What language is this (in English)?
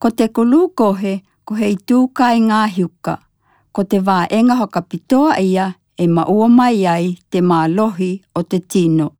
Tokelau